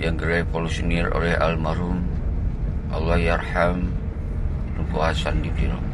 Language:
Achinese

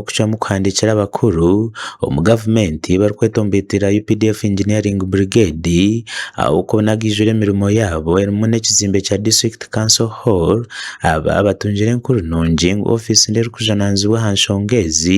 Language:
Nyankole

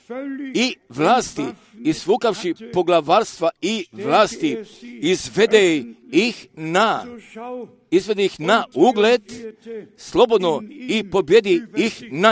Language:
Croatian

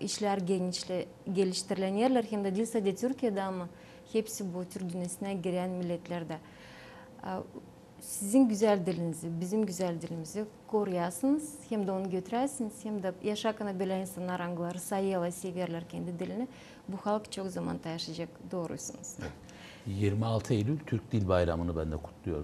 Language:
Gagauz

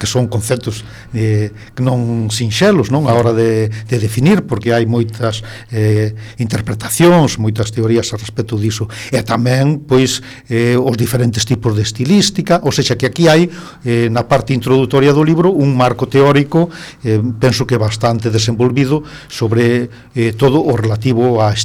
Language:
Galician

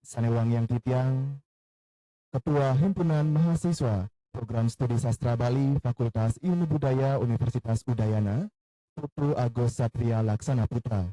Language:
Balinese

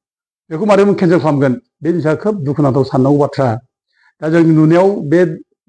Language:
Bodo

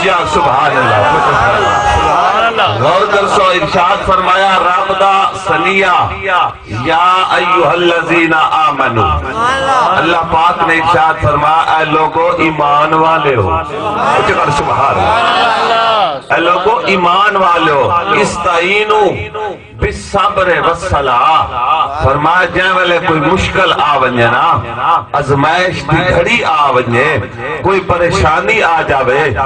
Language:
Saraiki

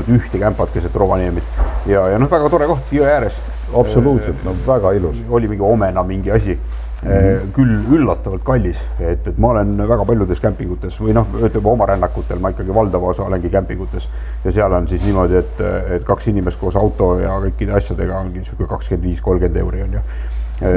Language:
Estonian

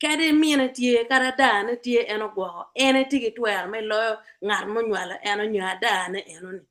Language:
Acoli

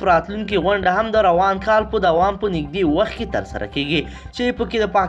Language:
Pashto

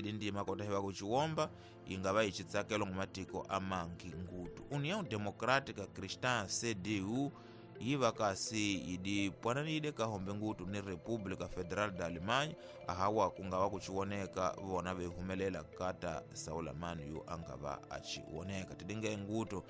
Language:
Tsonga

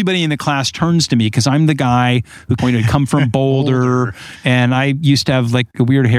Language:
English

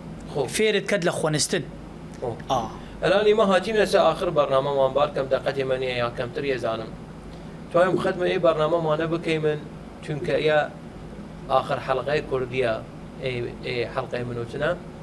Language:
Southern Kurdish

